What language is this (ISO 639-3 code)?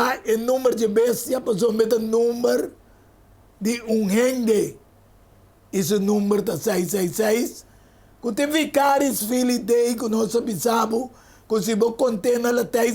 pap